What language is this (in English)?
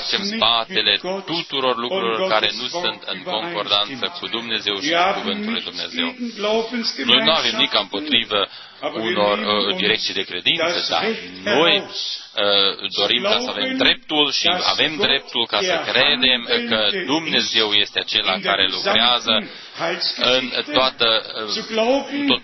Romanian